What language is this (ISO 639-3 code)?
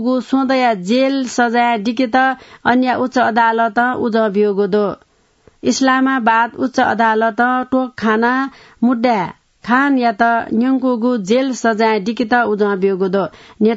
new